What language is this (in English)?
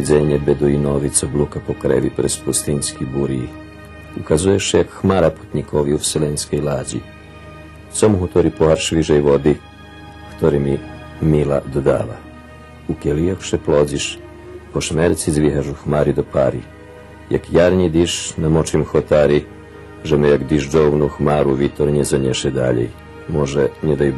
Rusyn